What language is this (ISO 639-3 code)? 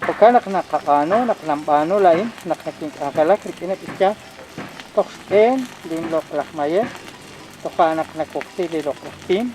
kek